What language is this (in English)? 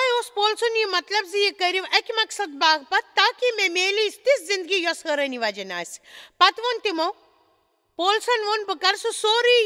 Kashmiri